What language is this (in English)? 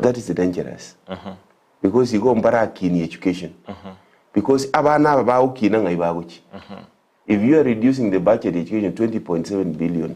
Gusii